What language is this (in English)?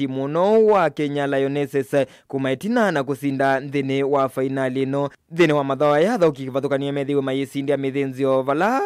Kamba